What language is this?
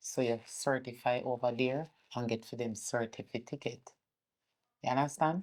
Jamaican Creole English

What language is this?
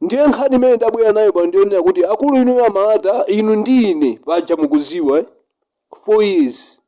Nyanja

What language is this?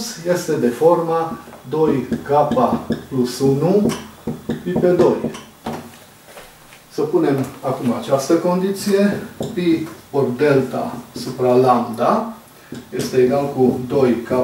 Romanian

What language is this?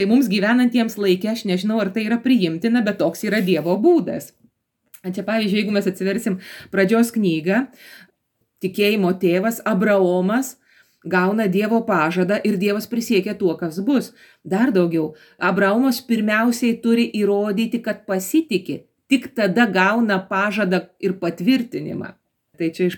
Lithuanian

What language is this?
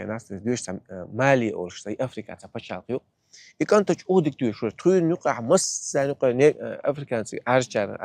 Chechen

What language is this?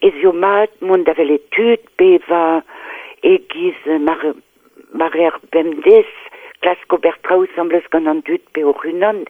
Breton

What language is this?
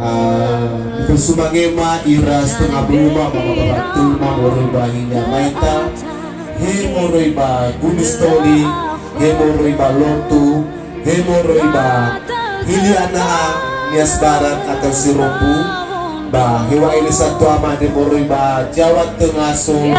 Nias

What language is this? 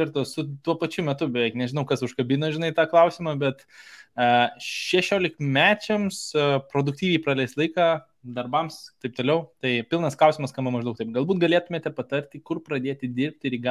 Lithuanian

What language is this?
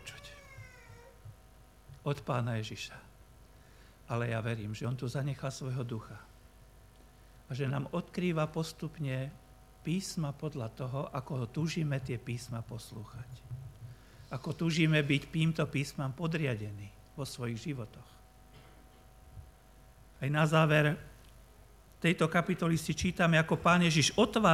Slovak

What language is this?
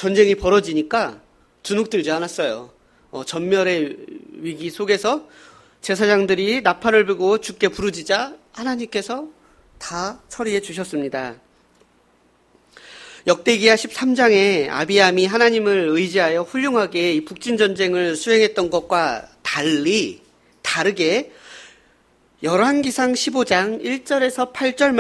Korean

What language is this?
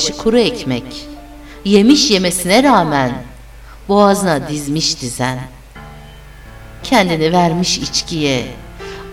Turkish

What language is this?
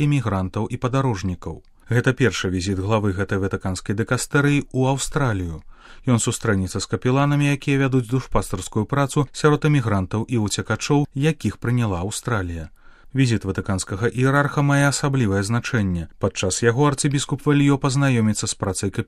Belarusian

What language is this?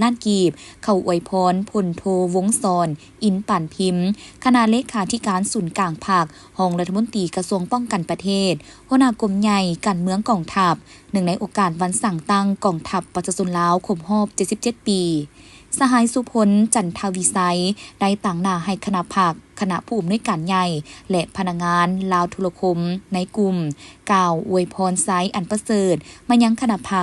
Lao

